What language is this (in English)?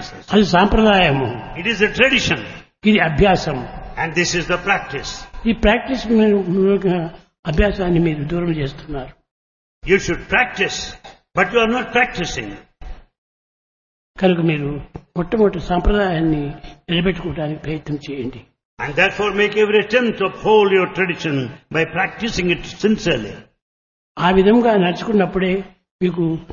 Telugu